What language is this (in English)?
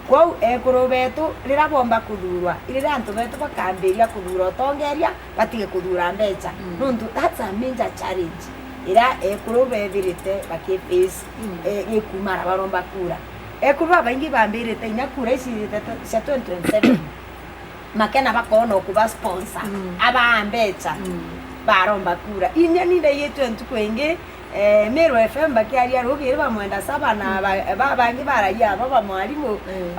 Meru